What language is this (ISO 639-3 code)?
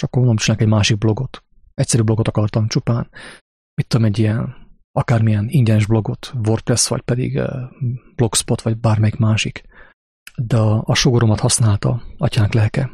hun